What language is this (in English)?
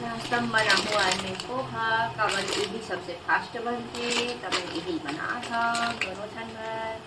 Chhattisgarhi